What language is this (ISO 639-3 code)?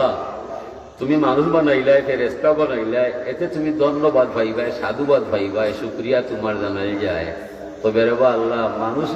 syl